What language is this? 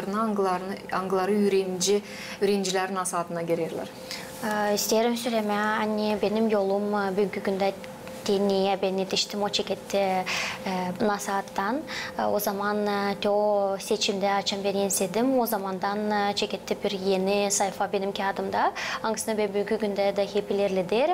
Gagauz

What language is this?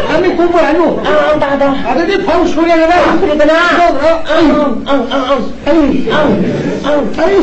Manipuri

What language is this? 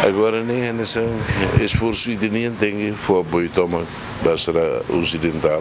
Tetum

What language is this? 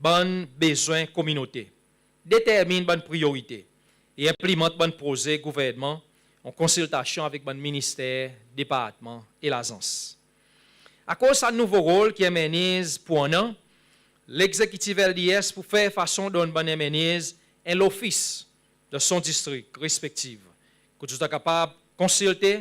Seselwa Creole French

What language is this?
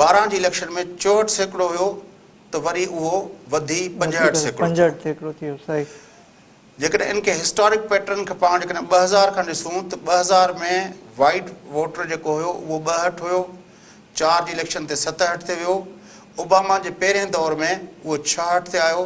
Sindhi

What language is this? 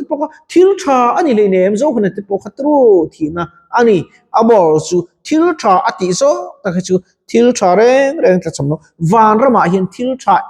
Mizo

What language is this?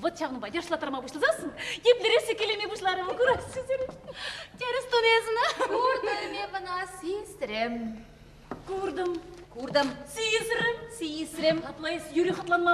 Chuvash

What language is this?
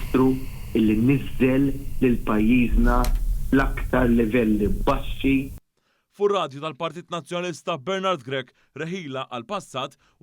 Maltese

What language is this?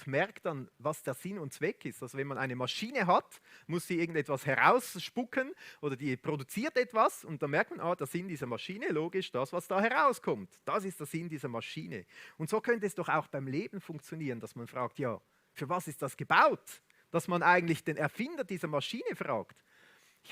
Swiss German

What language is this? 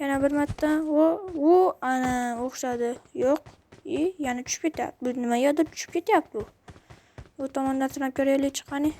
Uzbek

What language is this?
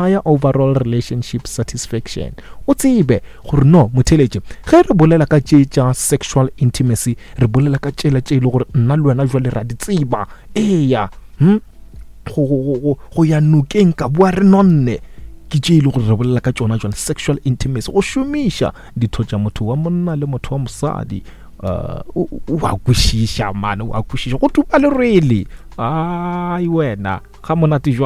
Northern Sotho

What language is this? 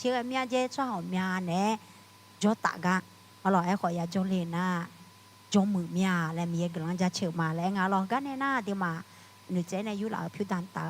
Akha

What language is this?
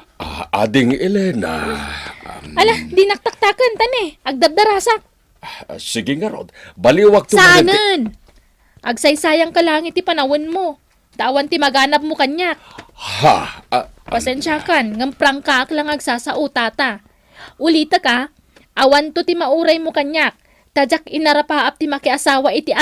Iloko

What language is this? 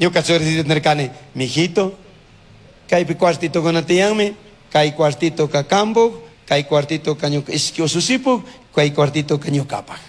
Chimborazo Highland Quichua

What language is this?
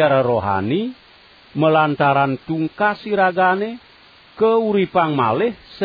Balinese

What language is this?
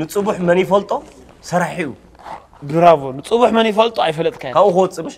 Tigrinya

